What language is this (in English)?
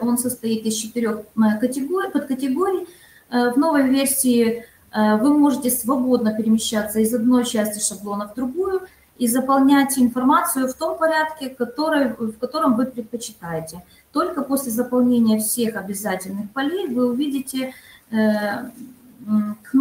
Russian